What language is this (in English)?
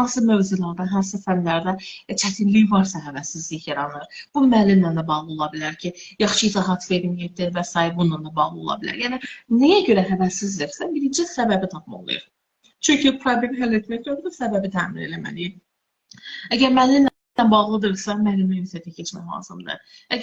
Azerbaijani